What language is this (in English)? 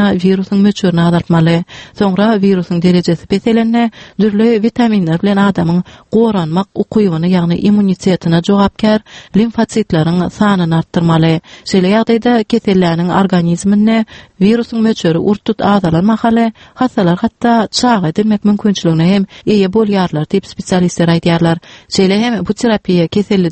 Turkmen